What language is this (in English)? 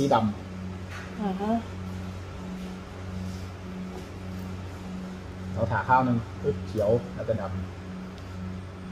Thai